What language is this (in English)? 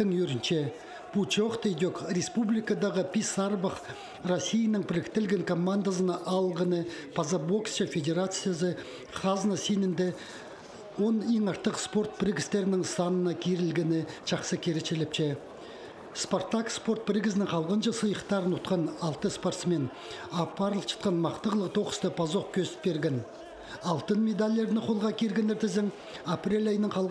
Khakas